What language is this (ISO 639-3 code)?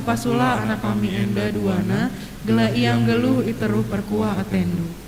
btx